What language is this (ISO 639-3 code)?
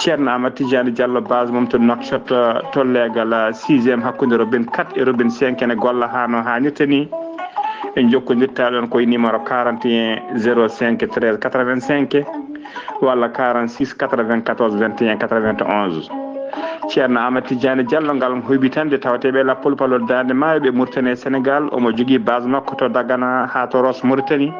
ful